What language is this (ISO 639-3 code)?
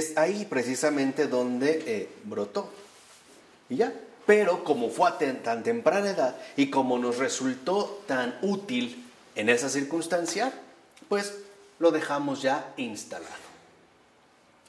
spa